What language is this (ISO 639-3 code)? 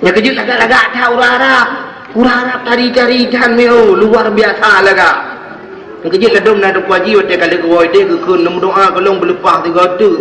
ace